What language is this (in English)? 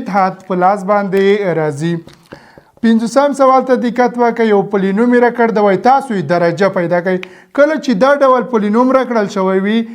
Pashto